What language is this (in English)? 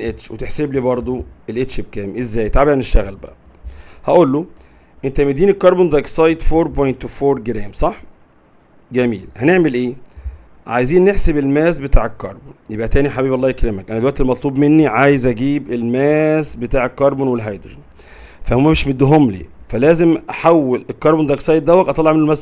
Egyptian Arabic